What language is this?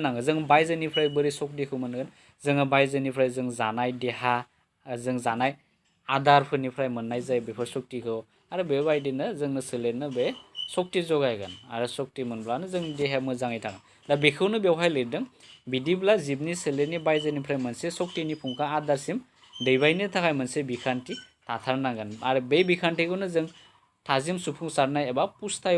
Bodo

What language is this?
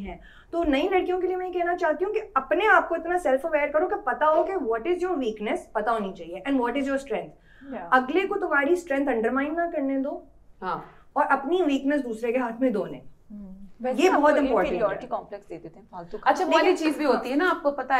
Hindi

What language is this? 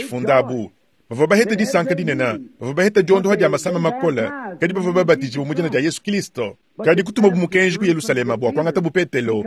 Luba-Lulua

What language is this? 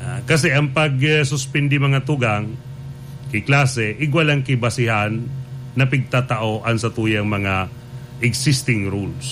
Bikol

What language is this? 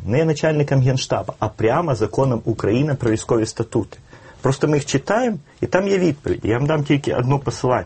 Ukrainian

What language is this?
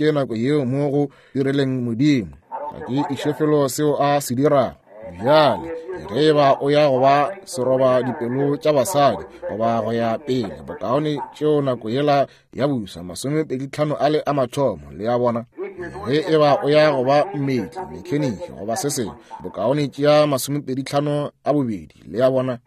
Northern Sotho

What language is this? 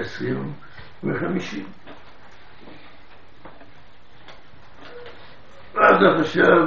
Hebrew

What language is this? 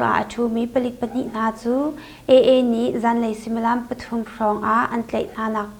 Hakha Chin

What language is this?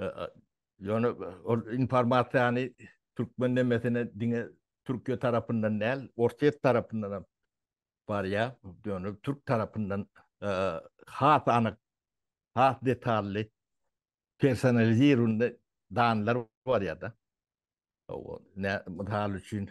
Turkmen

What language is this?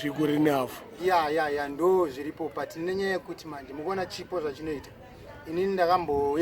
Shona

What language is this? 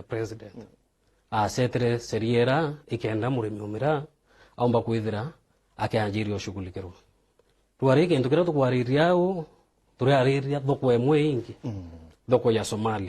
Meru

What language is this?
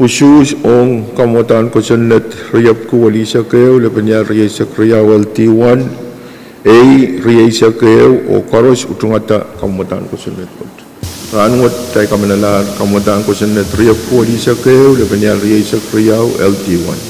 Pohnpeian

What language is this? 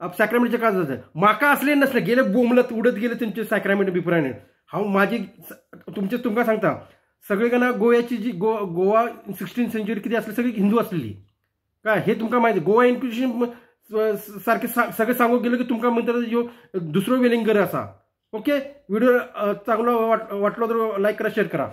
Konkani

